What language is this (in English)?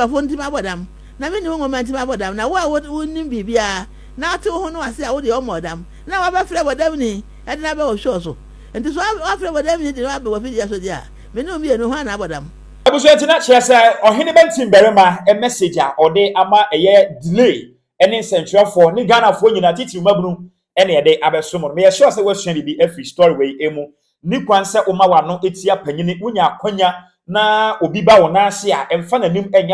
Akan